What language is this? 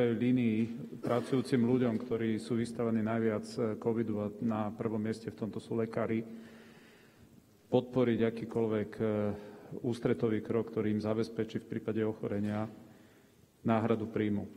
Slovak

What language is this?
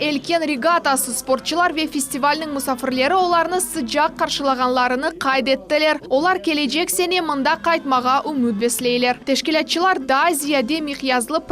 Crimean Tatar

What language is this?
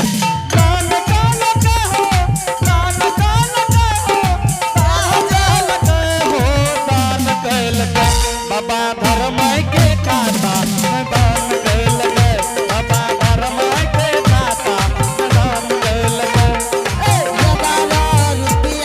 Angika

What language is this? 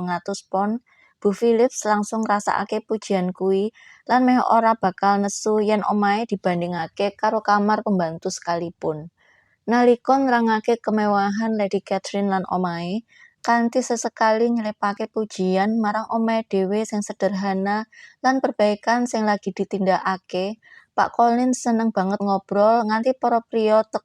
Javanese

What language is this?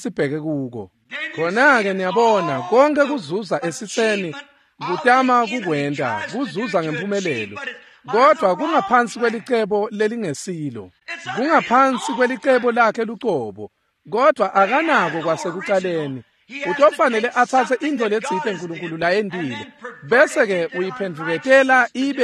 Swati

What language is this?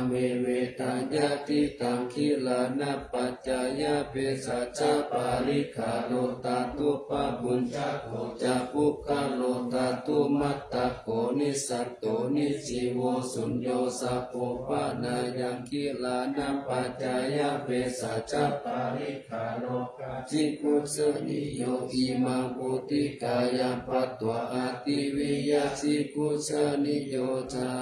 Pali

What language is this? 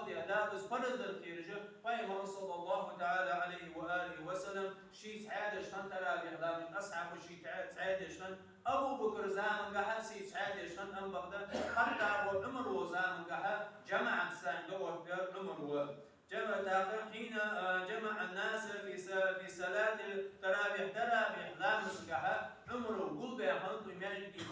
Ingush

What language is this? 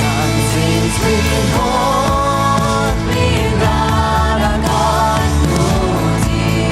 Plautdietsch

